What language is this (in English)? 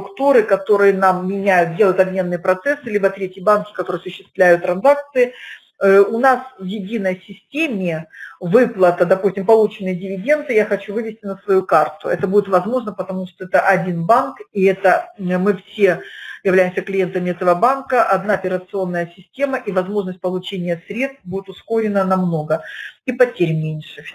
Russian